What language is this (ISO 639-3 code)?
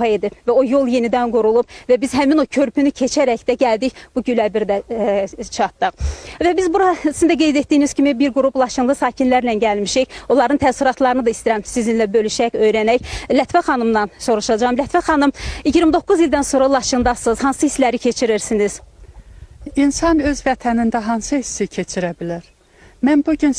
aze